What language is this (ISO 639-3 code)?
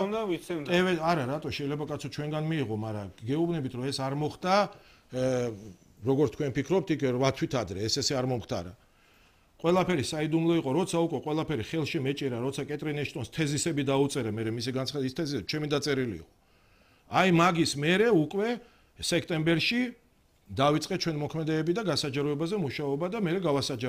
kat